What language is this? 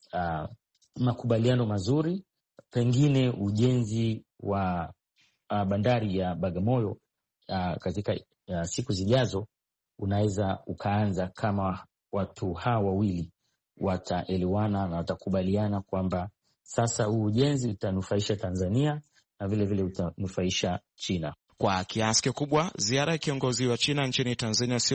Swahili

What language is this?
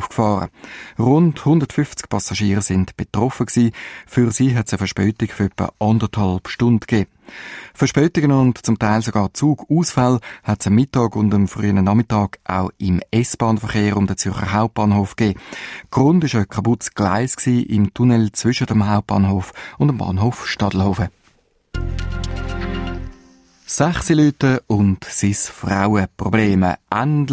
German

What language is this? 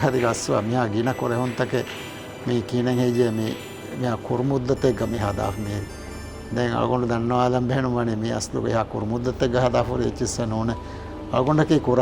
Divehi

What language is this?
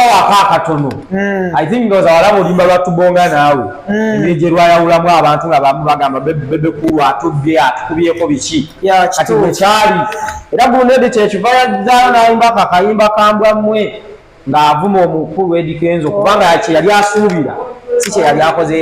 Ganda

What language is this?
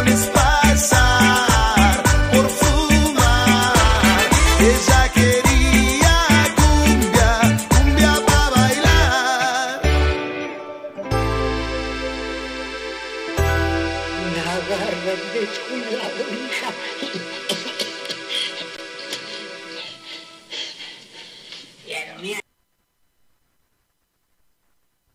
Spanish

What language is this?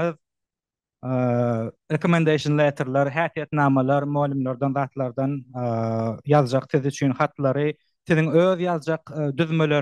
Turkmen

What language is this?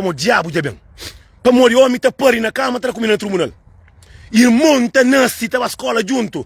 Kabuverdianu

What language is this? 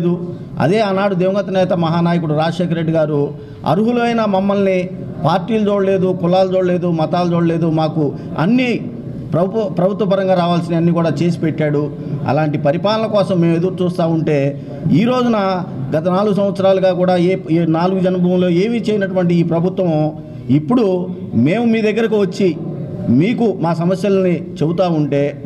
Telugu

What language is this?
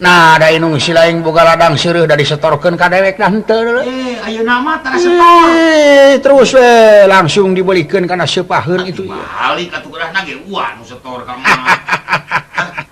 Sundanese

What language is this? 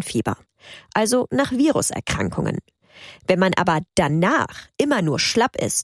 German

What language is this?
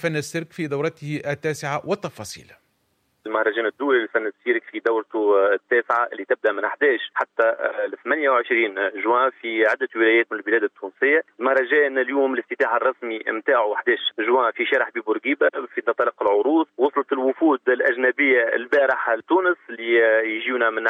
Tunisian Arabic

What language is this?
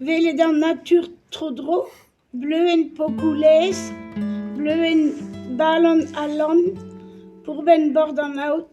Breton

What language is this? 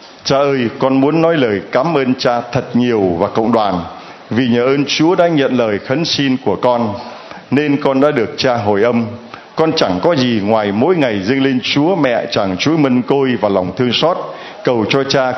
Vietnamese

